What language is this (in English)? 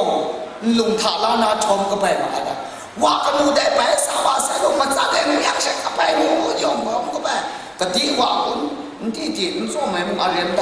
Kachin